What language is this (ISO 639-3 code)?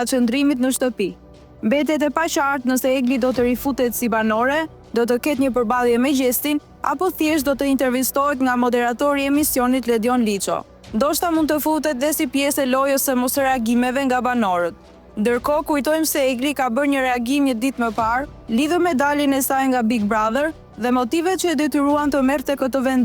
sqi